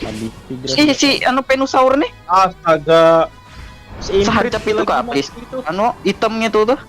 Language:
Banjar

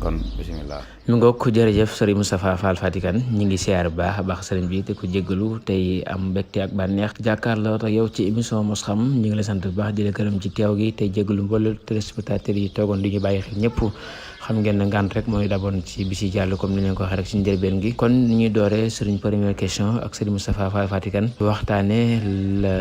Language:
Wolof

